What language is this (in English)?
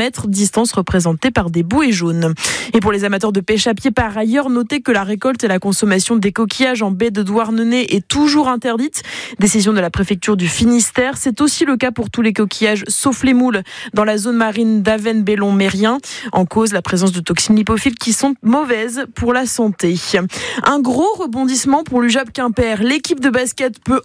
French